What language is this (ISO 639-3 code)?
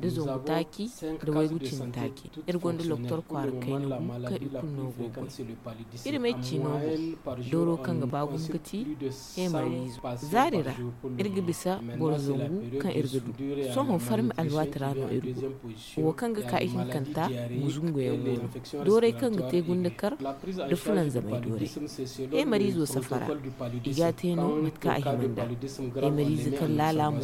dje